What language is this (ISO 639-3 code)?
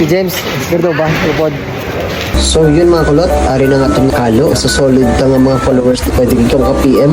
hil